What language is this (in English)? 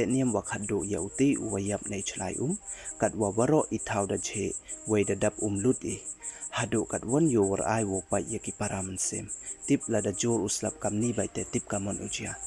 Pnar